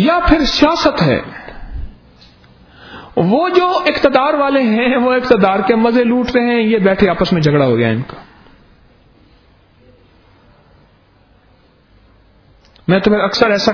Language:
Urdu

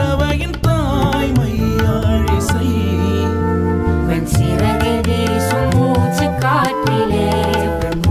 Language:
Tamil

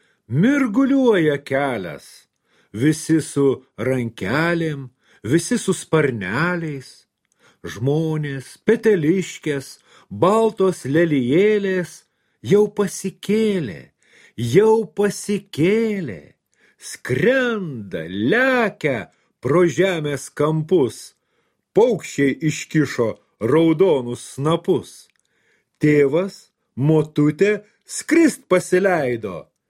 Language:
Lithuanian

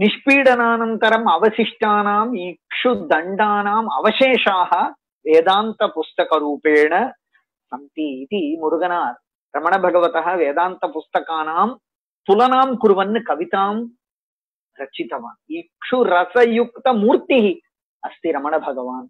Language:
Sanskrit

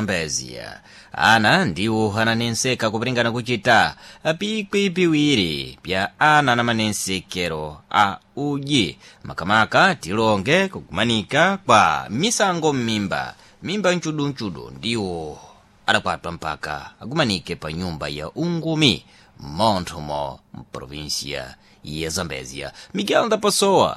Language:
Sena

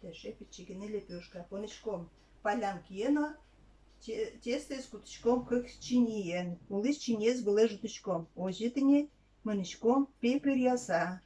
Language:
Udmurt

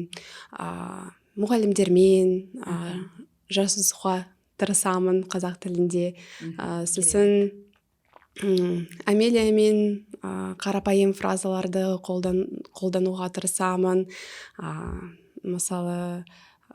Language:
Kazakh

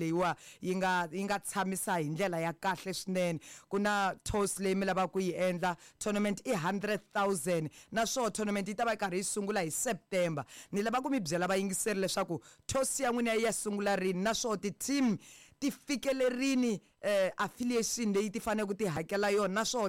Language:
Tsonga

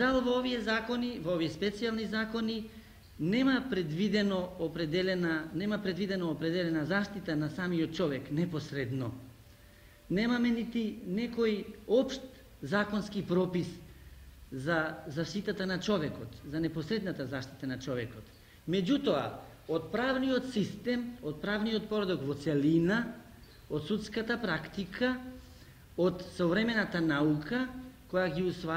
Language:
Macedonian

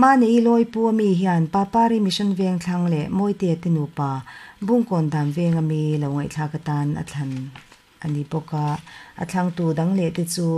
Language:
Mizo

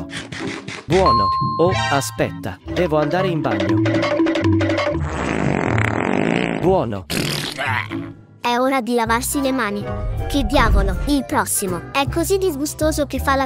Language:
Italian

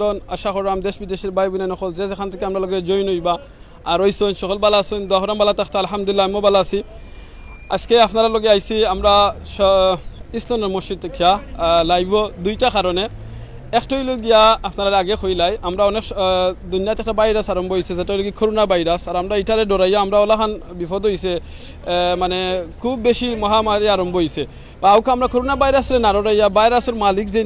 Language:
Sylheti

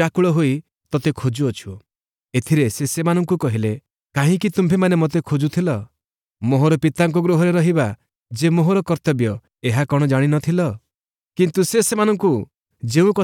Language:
Odia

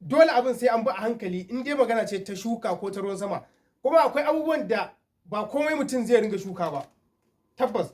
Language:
Hausa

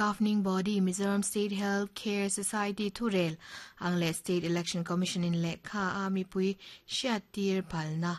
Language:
Mizo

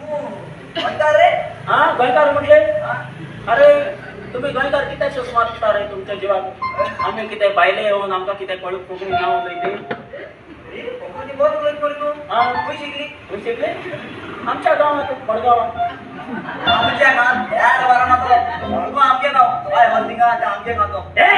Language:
Konkani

